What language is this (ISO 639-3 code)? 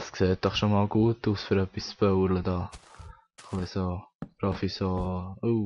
gsw